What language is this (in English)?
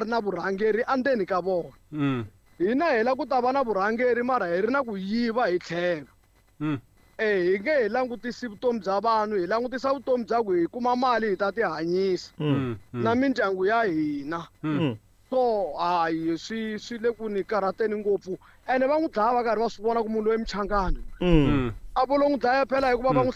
Tsonga